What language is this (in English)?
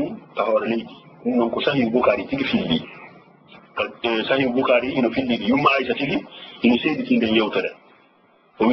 Fula